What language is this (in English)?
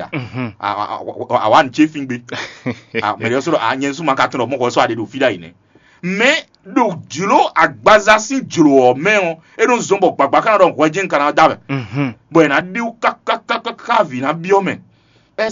Fon